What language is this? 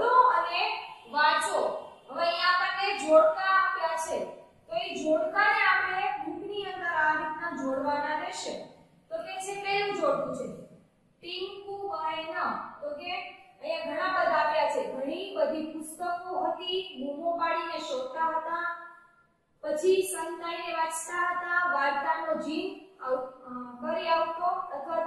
Gujarati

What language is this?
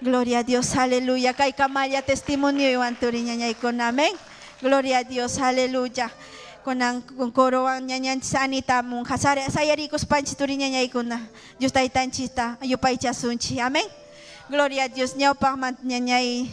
Ayacucho Quechua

